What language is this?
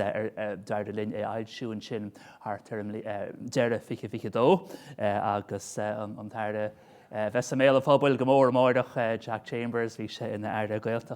Irish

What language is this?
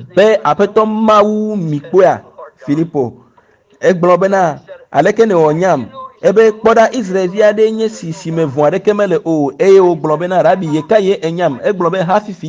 Ewe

